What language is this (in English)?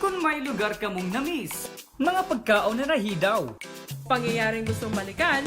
Bikol